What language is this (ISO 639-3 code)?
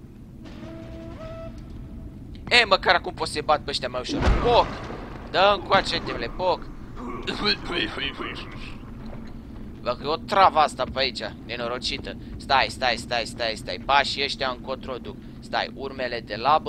ron